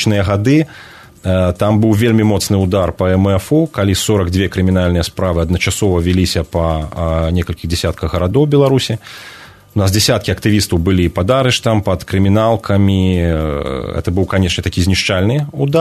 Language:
Belarusian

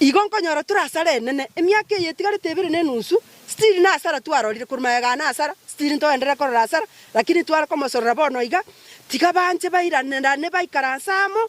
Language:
Gusii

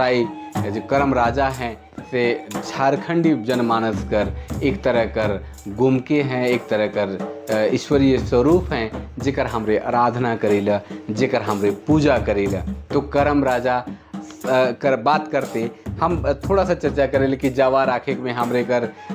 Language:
Sadri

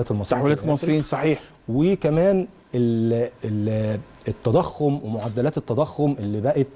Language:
Egyptian Arabic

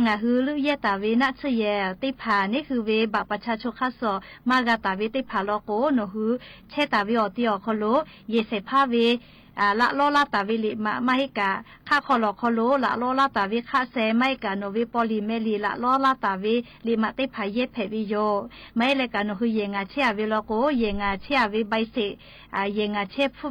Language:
Lahu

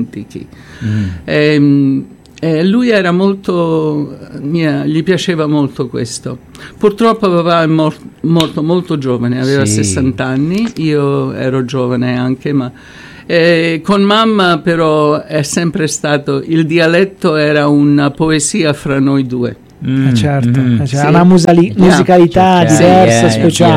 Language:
Italian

